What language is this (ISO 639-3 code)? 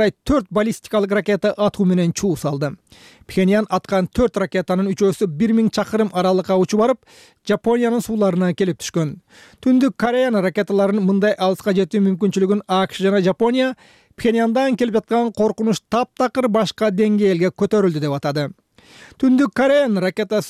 kir